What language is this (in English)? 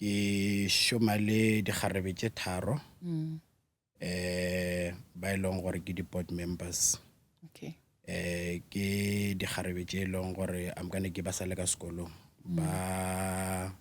Northern Sotho